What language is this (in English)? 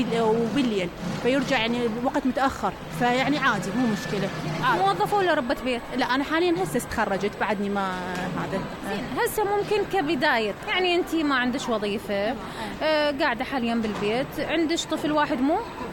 Mesopotamian Arabic